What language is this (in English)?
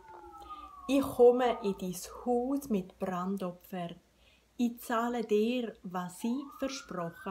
Swiss German